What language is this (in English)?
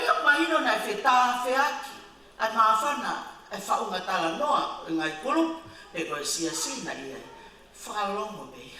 Tongan